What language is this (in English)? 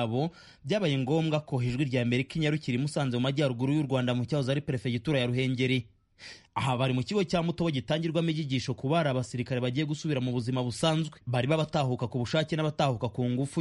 Kinyarwanda